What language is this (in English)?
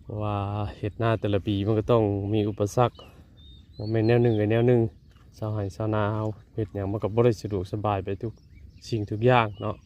Northeastern Thai